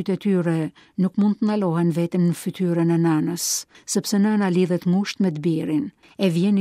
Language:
Albanian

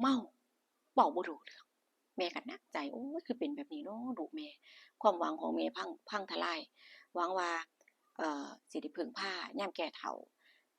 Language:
Northeastern Thai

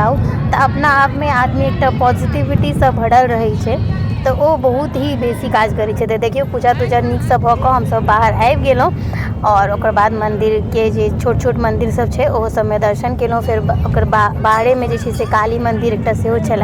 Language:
Maithili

